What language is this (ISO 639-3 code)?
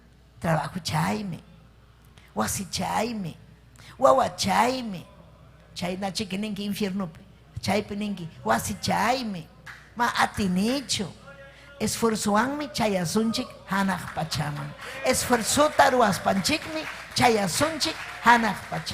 quy